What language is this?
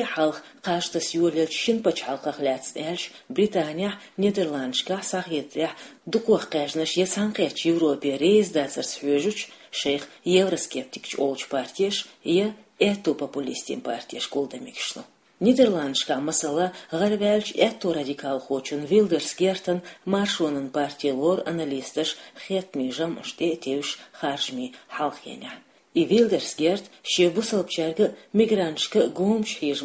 Chechen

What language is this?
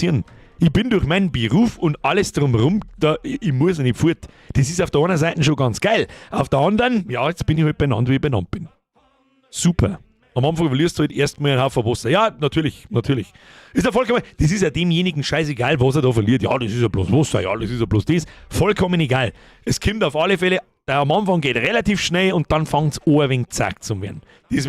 Bavarian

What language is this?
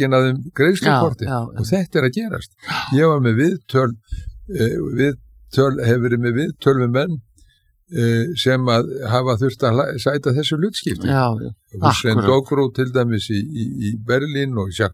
Icelandic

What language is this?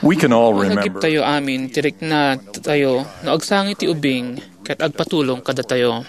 Iloko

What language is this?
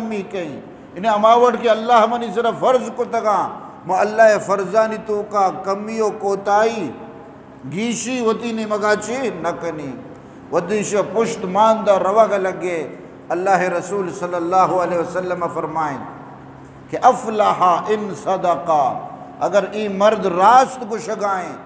Eastern Balochi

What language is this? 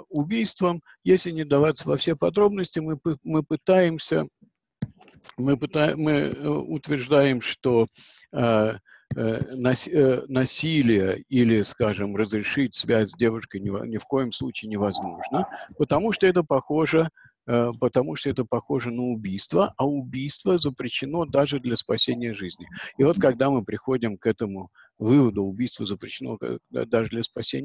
Russian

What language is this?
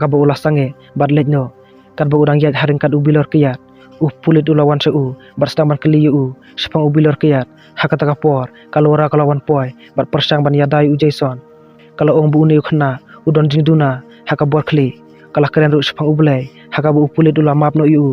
Khasi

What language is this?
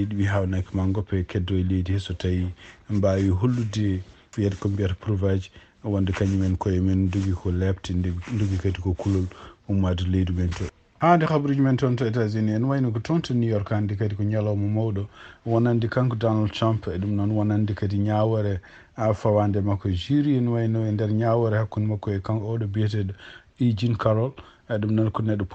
Fula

